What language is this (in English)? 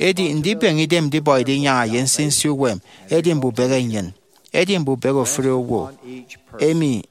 Efik